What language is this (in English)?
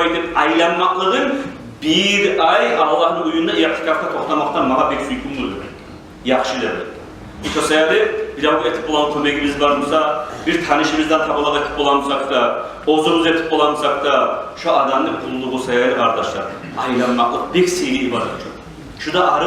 Kumyk